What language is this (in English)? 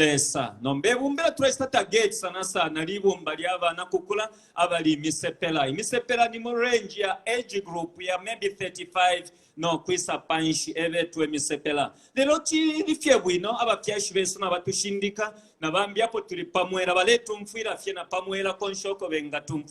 Bemba